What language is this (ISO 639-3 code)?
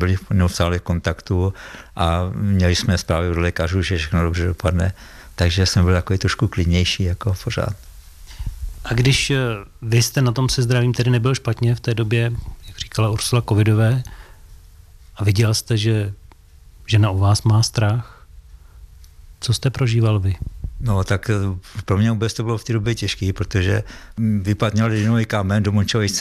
ces